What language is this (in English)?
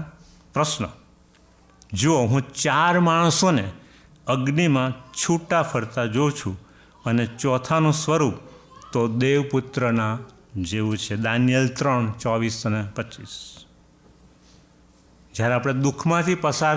Gujarati